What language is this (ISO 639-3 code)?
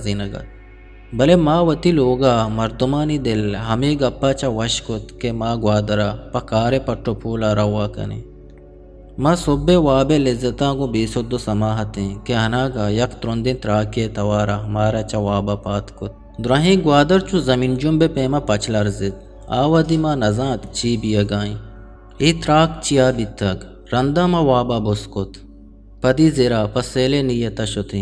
bgp